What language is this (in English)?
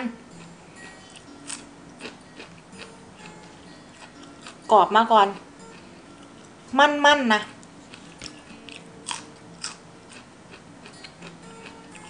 Thai